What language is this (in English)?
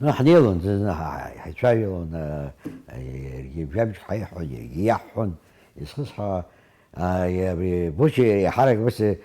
Abkhazian